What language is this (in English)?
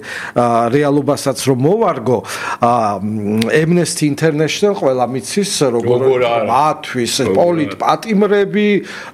Georgian